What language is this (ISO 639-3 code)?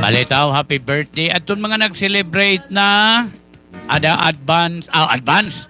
war